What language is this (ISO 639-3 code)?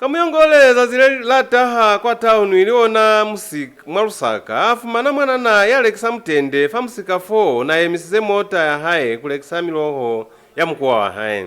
loz